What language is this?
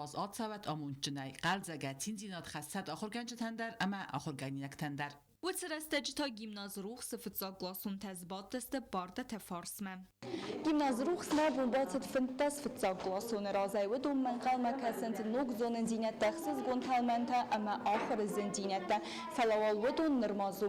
Ossetic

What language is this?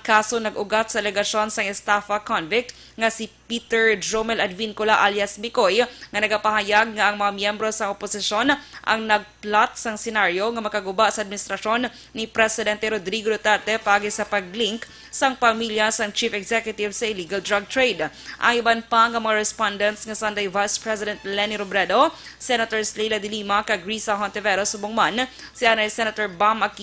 Hiligaynon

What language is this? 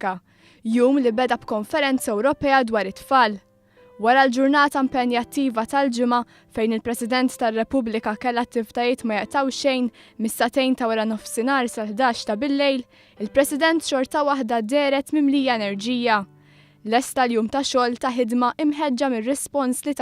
Maltese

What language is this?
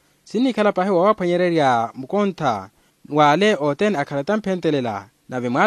Makhuwa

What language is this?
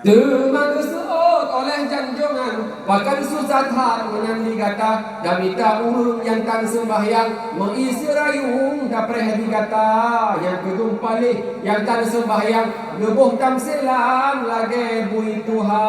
Achinese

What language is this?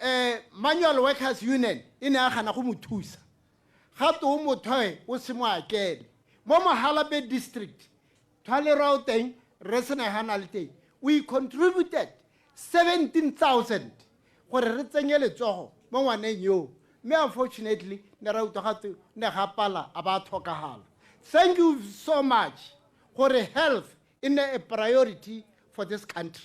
Tswana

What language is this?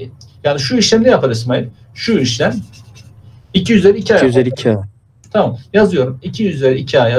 Turkish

